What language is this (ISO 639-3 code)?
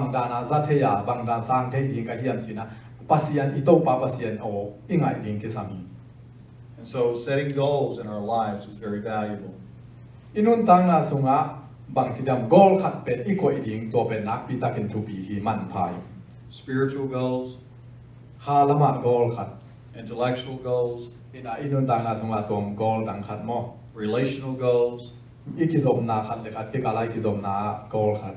ctd